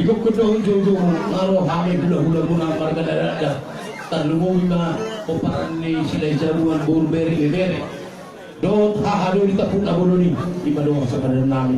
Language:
Batak Toba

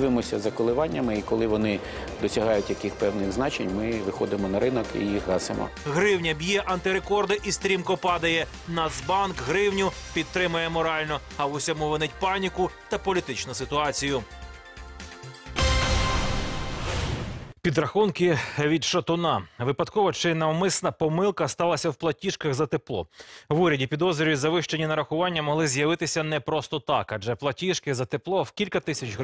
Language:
Ukrainian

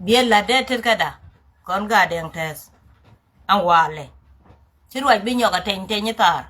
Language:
Nuer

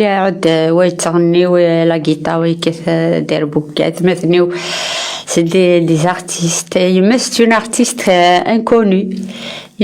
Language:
Kabyle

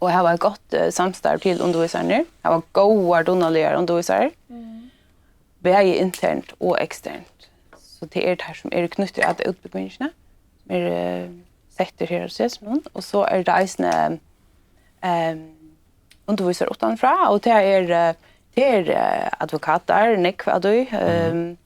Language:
Faroese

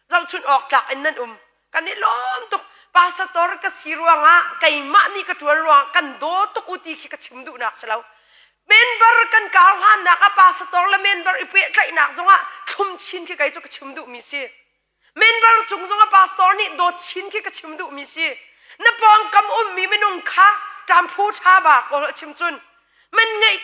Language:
Hakha Chin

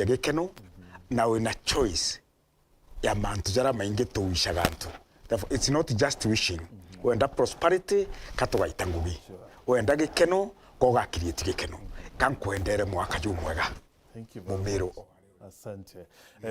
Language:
Meru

